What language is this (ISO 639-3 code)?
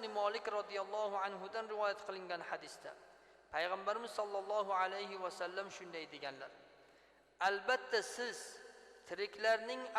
uzb